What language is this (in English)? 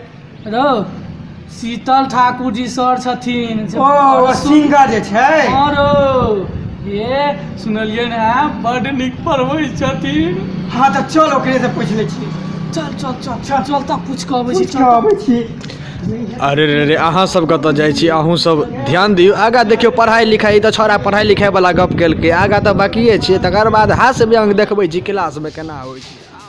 Maithili